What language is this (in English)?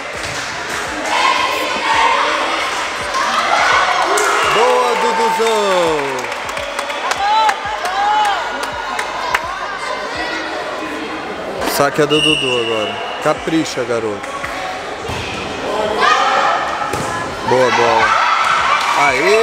Portuguese